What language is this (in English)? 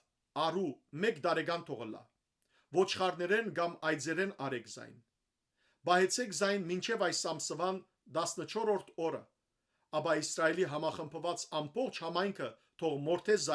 Western Armenian